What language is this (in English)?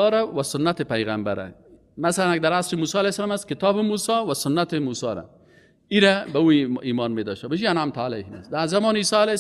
Persian